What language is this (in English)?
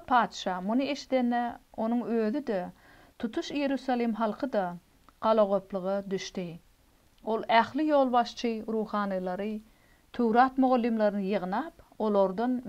Turkmen